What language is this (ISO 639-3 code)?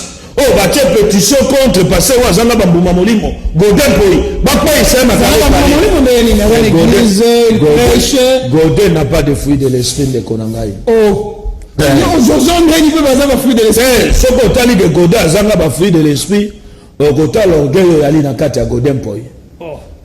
lin